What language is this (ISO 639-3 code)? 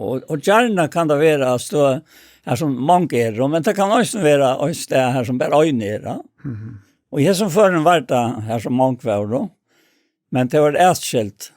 fao